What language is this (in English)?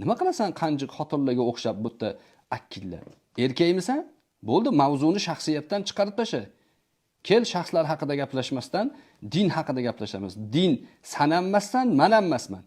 Uzbek